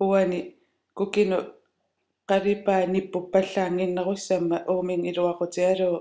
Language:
Kalaallisut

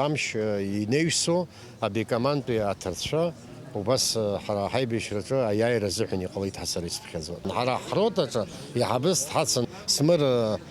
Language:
Abkhazian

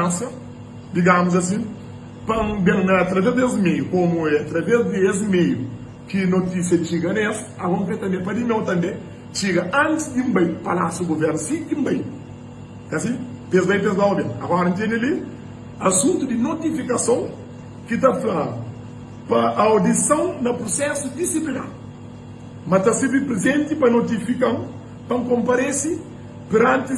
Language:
Kabuverdianu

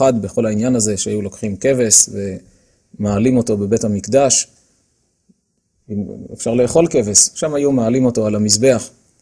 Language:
Hebrew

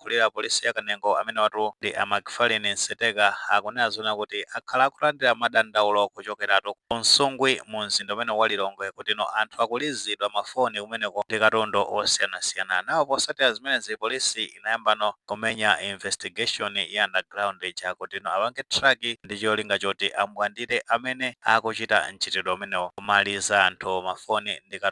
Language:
Nyanja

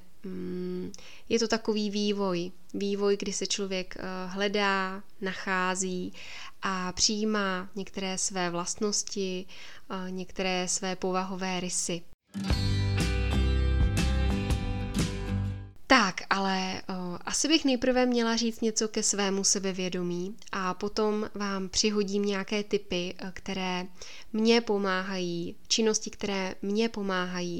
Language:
Czech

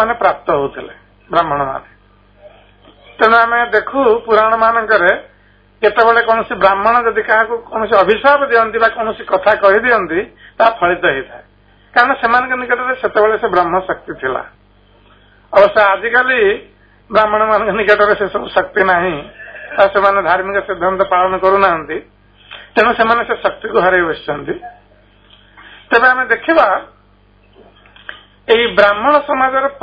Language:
Odia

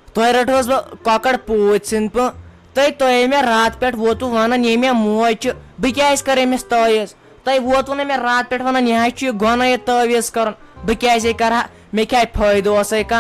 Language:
Kashmiri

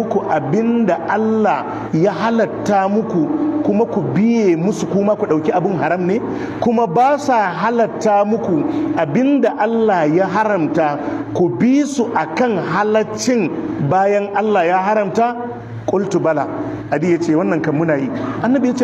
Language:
Hausa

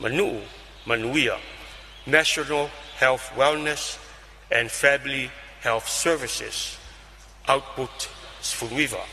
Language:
Samoan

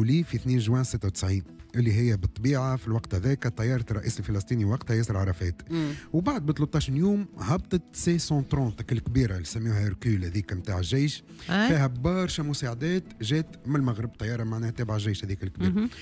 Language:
Tunisian Arabic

